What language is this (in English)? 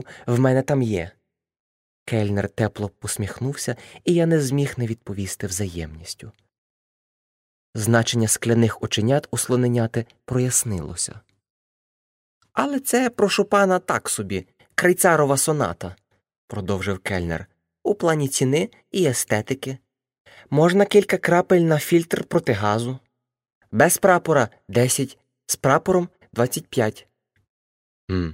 Ukrainian